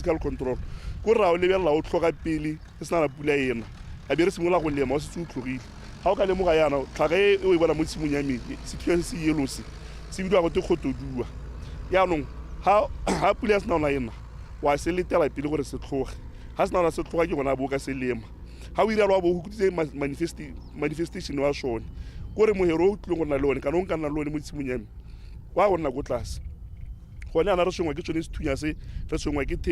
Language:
Tswana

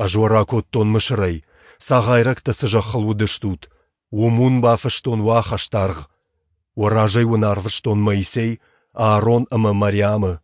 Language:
Ossetic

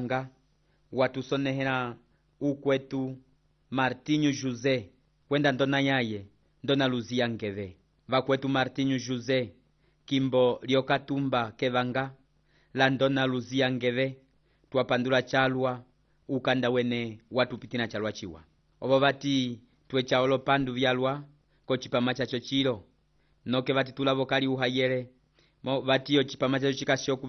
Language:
Umbundu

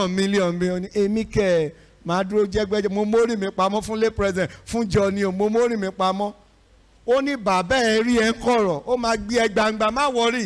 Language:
Yoruba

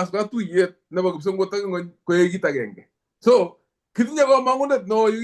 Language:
Kalenjin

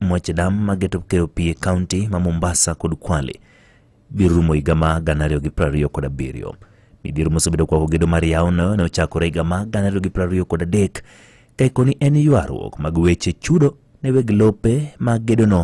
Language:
Luo (Kenya and Tanzania)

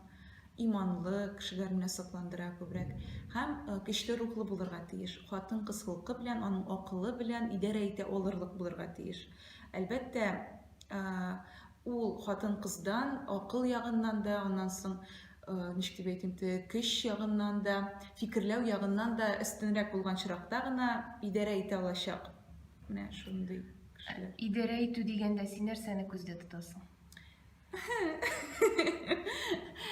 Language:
Tatar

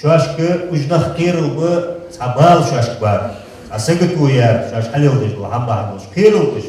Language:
Ingush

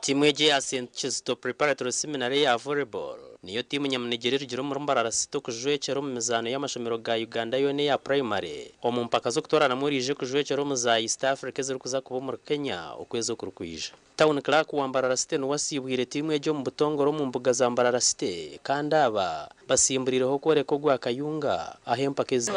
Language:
Nyankole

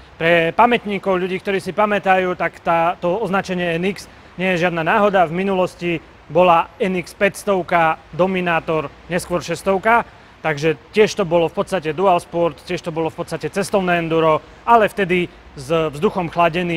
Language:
Slovak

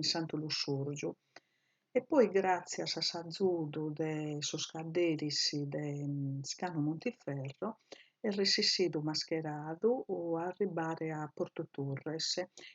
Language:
Sardinian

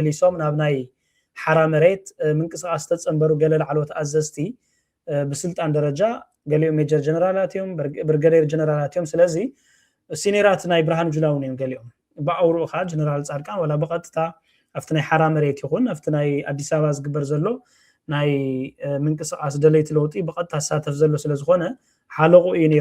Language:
Tigrinya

